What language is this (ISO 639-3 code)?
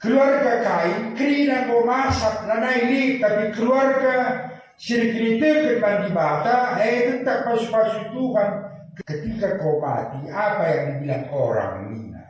btx